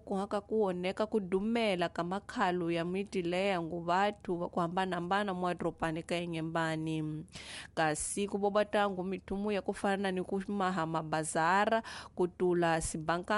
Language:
Tsonga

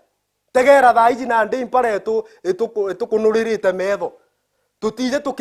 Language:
Meru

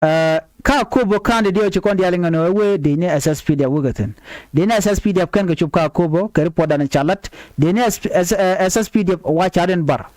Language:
Nuer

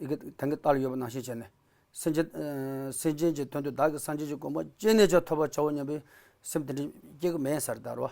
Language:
Tibetan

